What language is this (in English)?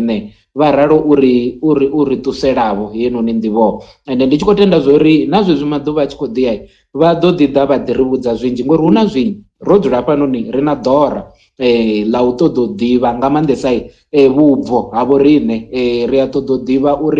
Venda